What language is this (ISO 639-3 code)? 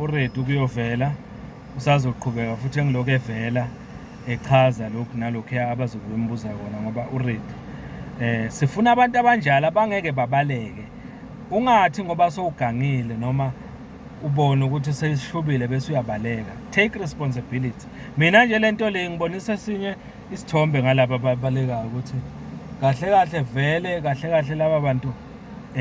zul